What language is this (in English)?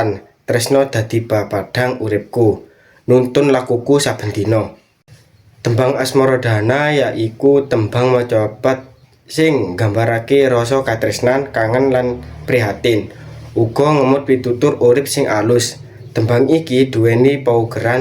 Javanese